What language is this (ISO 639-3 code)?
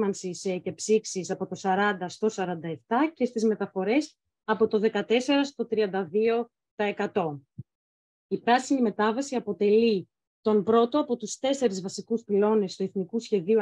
ell